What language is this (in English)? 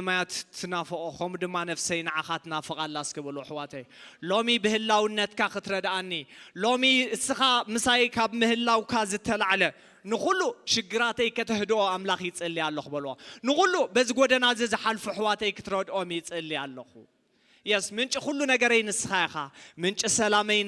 Tigrinya